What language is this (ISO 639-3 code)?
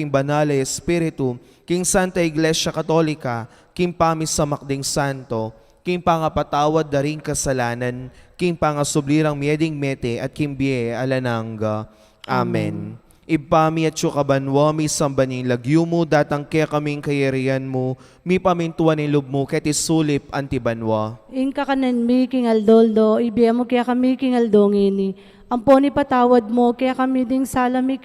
pam